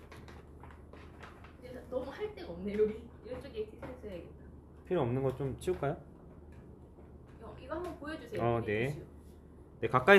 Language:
Korean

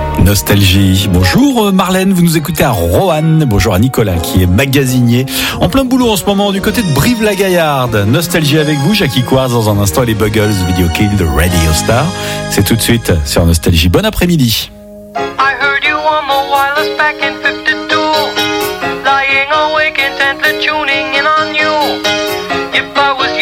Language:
French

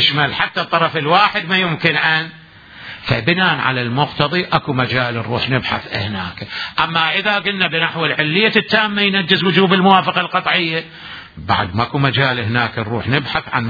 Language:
Mesopotamian Arabic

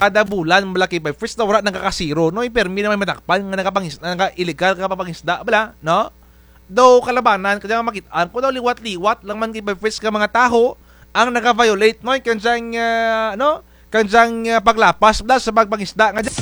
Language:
Kinaray-a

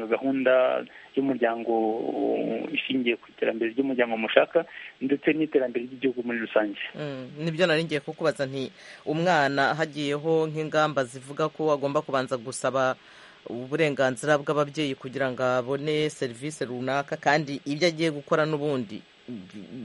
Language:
Kinyarwanda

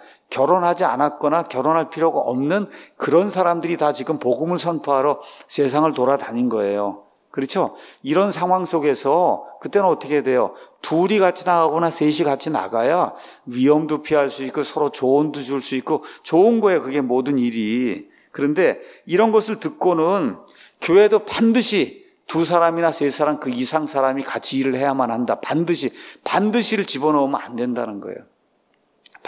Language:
Korean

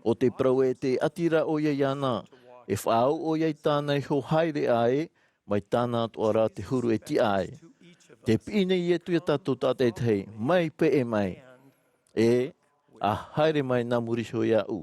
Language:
Tahitian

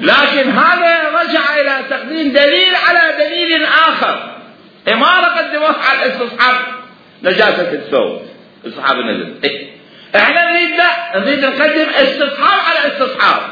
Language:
Mesopotamian Arabic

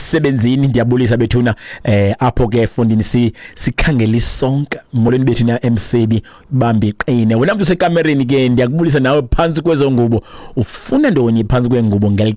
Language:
Xhosa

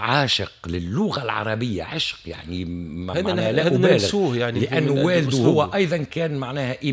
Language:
Tunisian Arabic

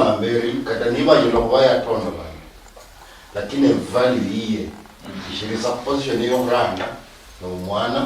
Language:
Luyia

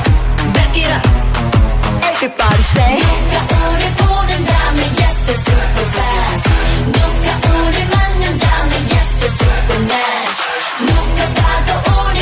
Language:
Korean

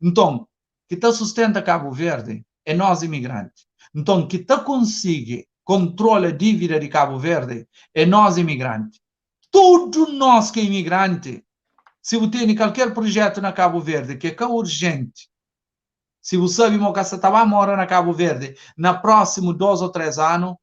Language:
Kabuverdianu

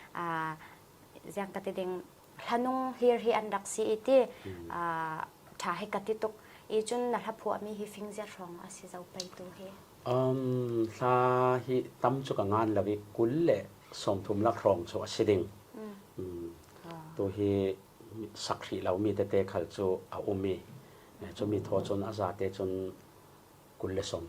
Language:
Falam Chin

